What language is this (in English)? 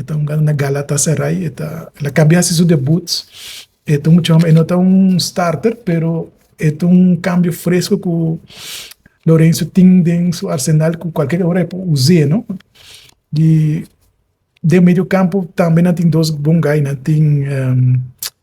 Papiamento